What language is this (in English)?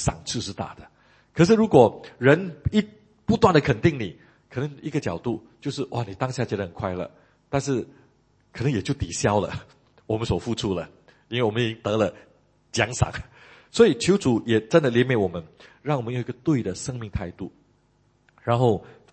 Chinese